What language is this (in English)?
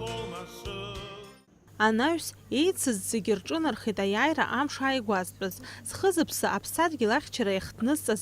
Abkhazian